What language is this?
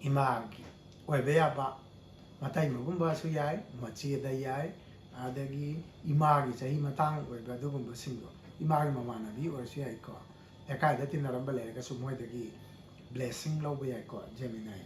Manipuri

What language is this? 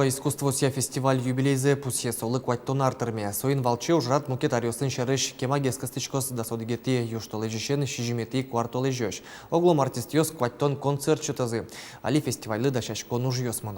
Udmurt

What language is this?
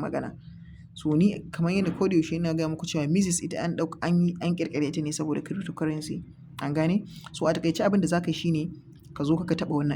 Hausa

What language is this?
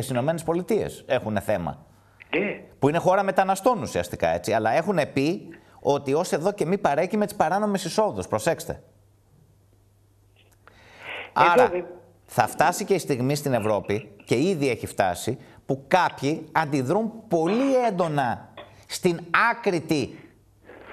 Greek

